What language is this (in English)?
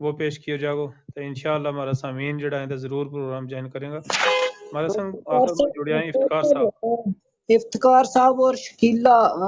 Gujari